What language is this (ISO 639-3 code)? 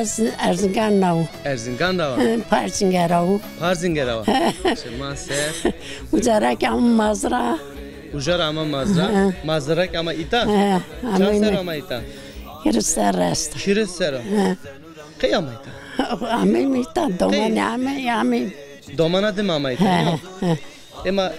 zza